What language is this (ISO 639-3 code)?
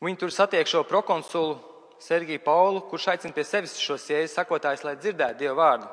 lav